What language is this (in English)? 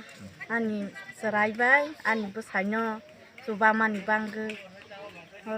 Kok Borok